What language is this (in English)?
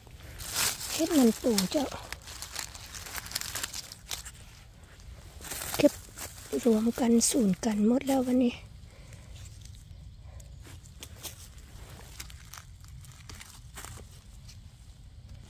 Thai